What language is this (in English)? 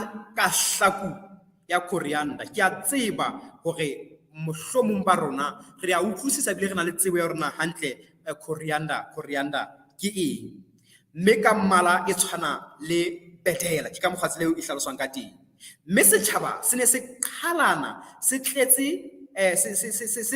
Southern Sotho